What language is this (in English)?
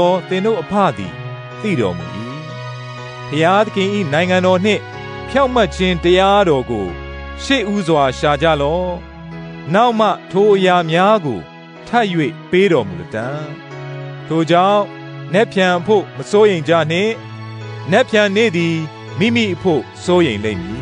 Burmese